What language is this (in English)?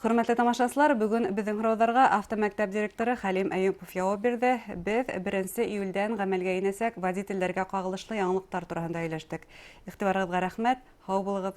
Bashkir